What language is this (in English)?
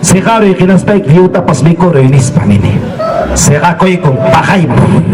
Ayacucho Quechua